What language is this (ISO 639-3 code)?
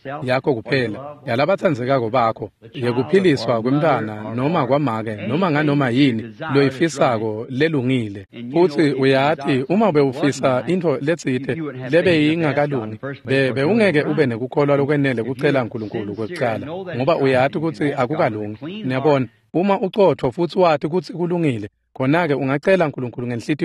ssw